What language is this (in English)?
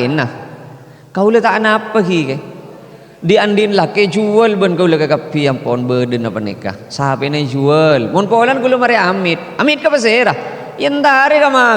Madurese